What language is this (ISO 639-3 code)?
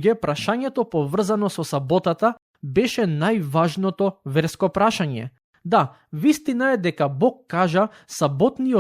mkd